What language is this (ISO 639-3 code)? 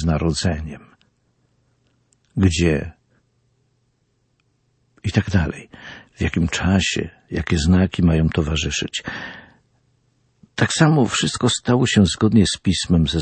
pol